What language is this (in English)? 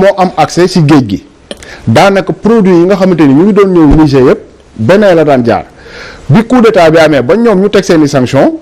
Wolof